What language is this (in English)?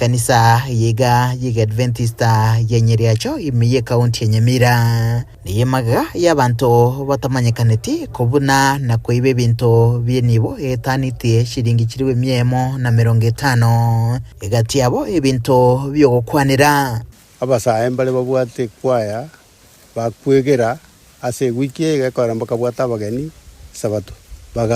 Gusii